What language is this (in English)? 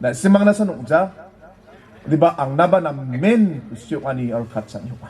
Garo